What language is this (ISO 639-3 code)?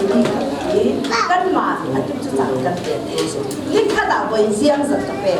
cfm